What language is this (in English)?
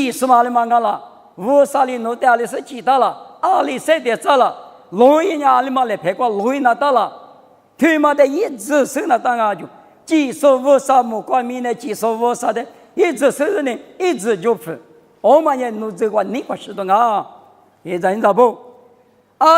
Lisu